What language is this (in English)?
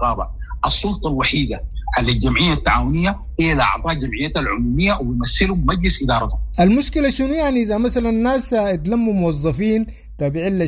Sudanese Arabic